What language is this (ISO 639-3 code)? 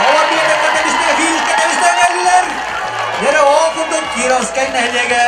sah